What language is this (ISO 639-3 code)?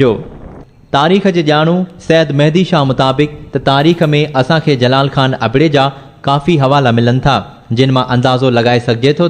snd